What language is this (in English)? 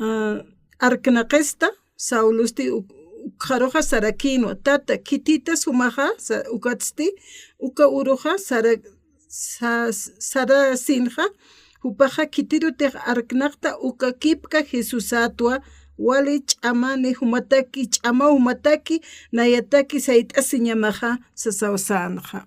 Aymara